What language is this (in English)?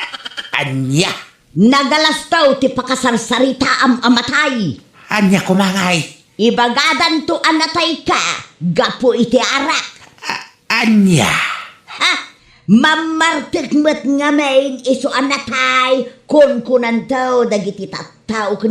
Iloko